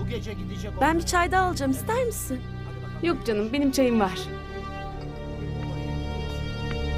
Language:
Turkish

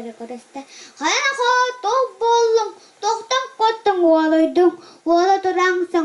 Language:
Yakut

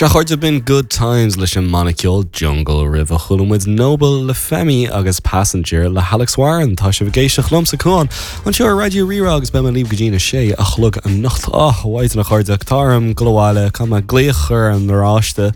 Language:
Irish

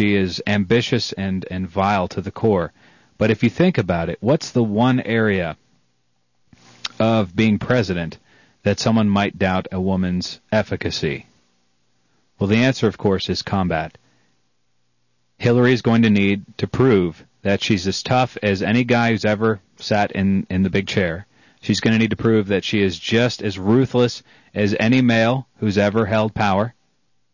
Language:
English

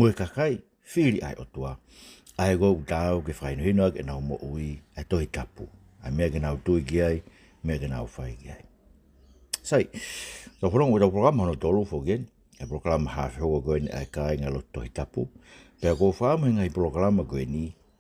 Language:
Tongan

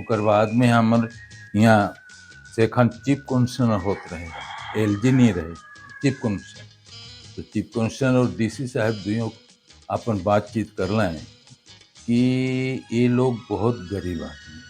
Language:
Sadri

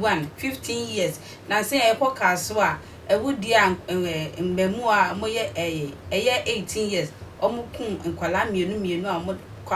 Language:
Akan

